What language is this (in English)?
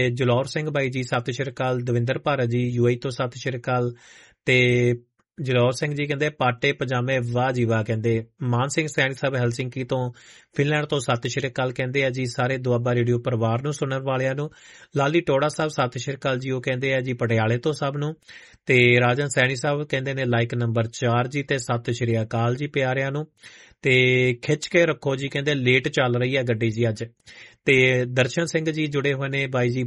Punjabi